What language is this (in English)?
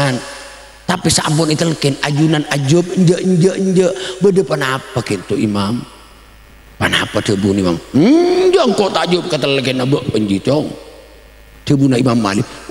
Madurese